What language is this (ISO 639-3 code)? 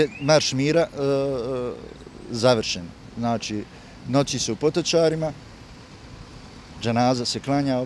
bos